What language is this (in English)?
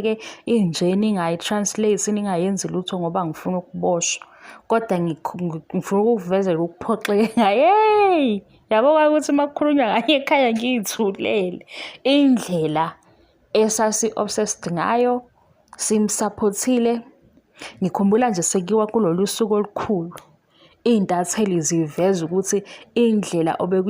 Zulu